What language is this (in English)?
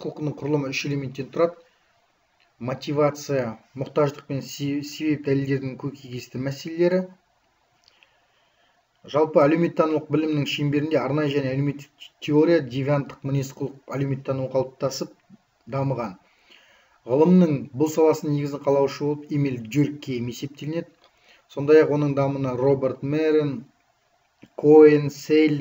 Kazakh